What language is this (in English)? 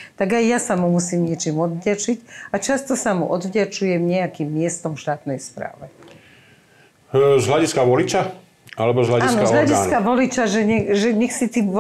Slovak